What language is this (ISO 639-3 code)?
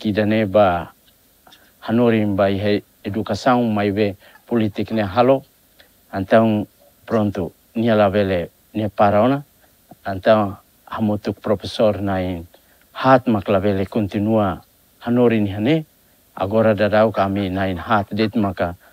tet